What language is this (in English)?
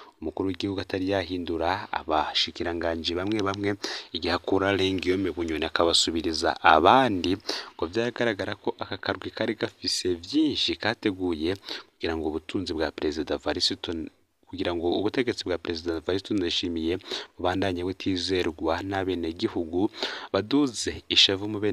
Rundi